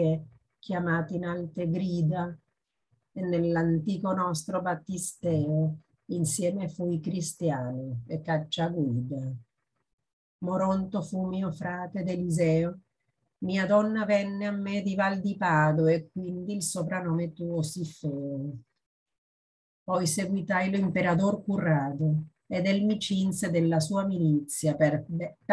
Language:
Italian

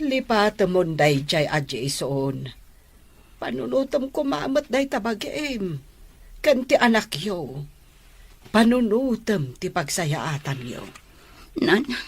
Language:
Iloko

